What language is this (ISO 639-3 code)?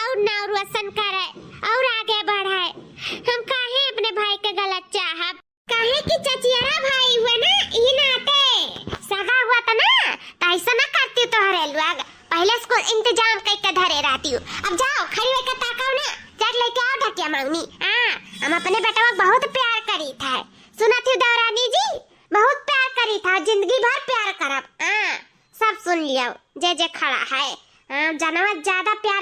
awa